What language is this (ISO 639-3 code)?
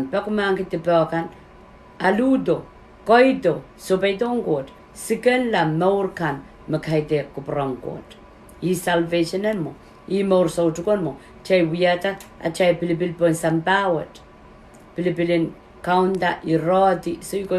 pon